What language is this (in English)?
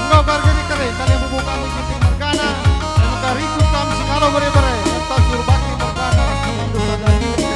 Batak Karo